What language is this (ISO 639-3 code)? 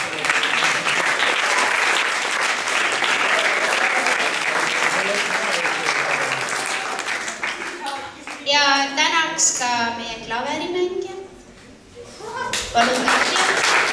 est